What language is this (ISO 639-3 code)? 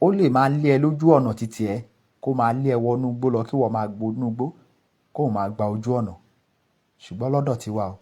yor